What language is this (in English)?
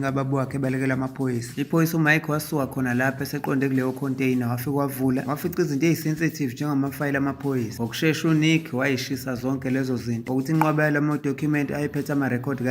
Zulu